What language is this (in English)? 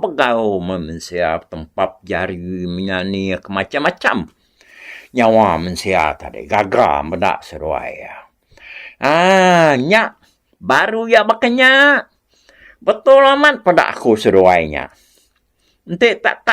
Iban